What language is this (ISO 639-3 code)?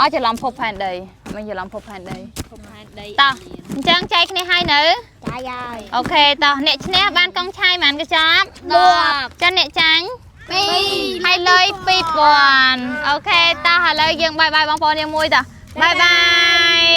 khm